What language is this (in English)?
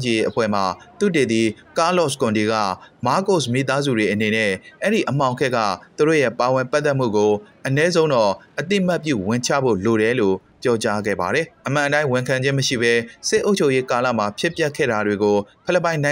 Burmese